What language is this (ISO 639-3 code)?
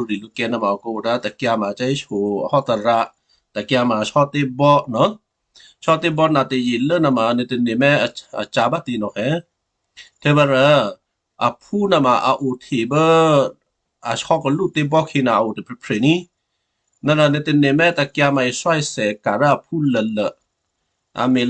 kyu